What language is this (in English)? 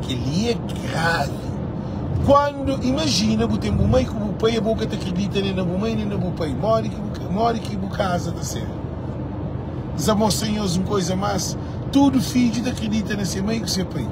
Kabuverdianu